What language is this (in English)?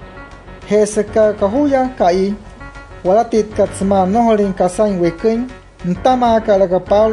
Wayuu